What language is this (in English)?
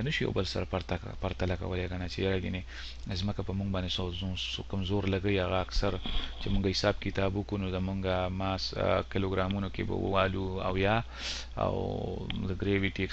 Pashto